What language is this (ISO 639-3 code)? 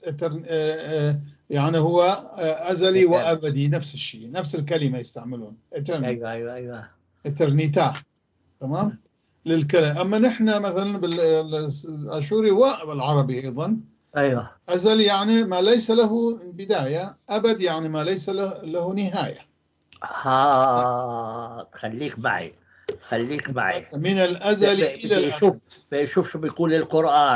apc